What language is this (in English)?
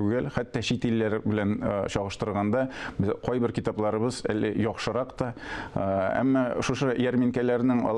Tatar